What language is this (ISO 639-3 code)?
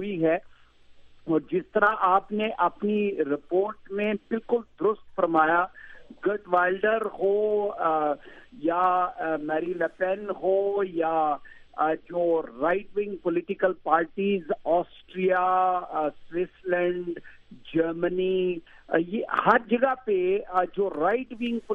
urd